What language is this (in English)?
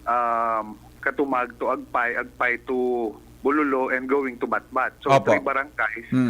Bikol